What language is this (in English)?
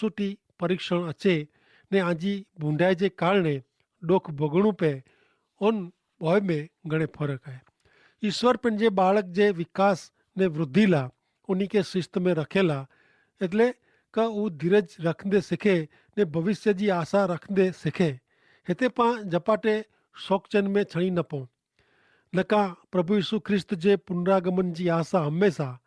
Kachhi